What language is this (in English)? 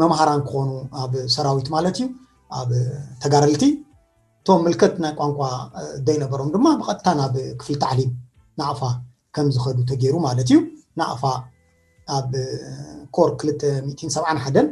Tigrinya